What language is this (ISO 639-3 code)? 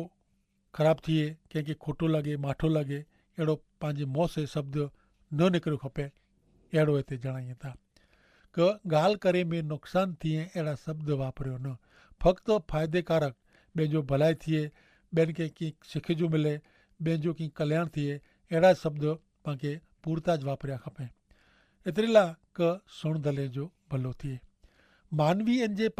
kfr